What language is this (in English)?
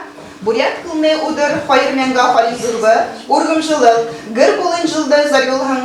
Buriat